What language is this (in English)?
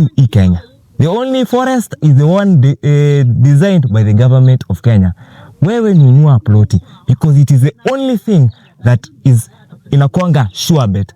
Swahili